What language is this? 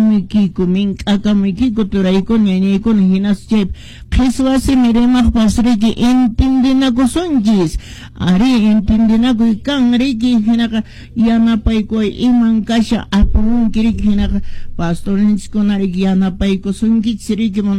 Quechua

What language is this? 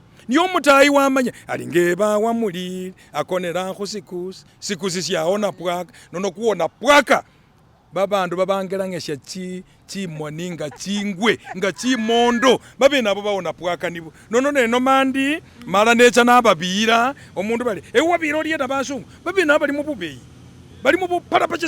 Masaaba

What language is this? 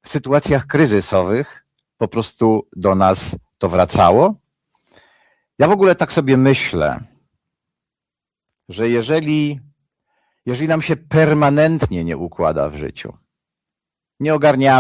Polish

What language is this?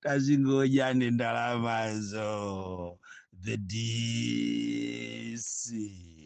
Nyanja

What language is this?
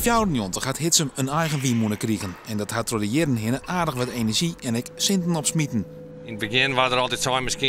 Western Frisian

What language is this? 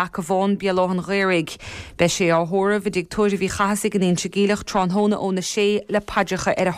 Irish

